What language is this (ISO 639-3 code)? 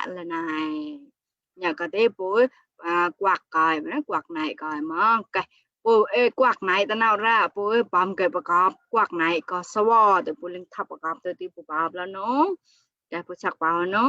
mnw